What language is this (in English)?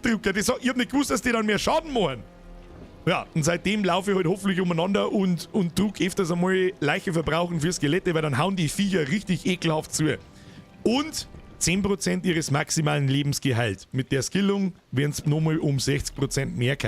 Bavarian